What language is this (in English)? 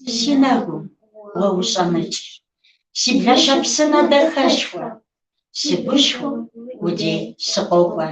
Kabardian